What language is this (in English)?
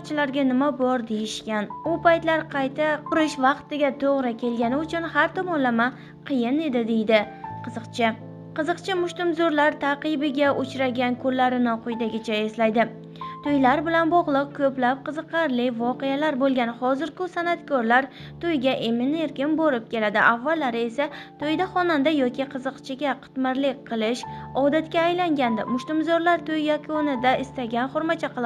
Uzbek